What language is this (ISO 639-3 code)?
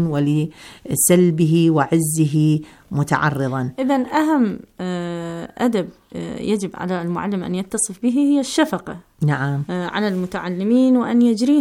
ara